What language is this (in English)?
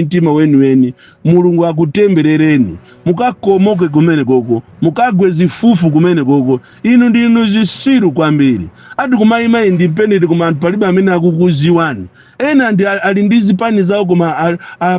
Nyanja